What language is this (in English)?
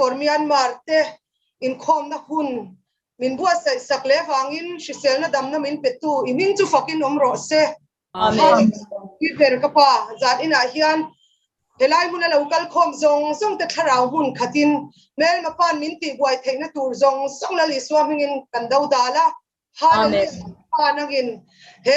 Mizo